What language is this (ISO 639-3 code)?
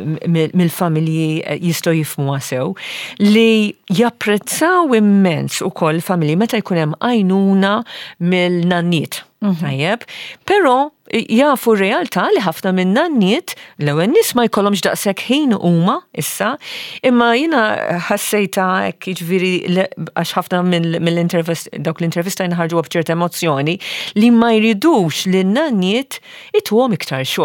mlt